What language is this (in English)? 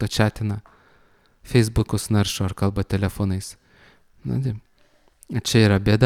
Lithuanian